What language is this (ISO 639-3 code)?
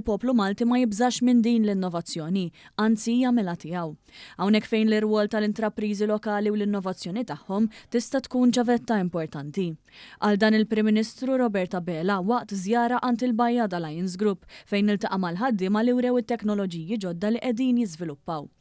mlt